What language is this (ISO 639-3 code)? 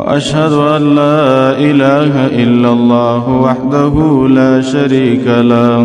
pus